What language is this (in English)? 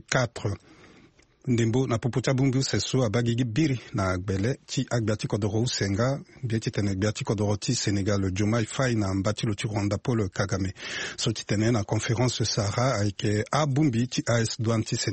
Sango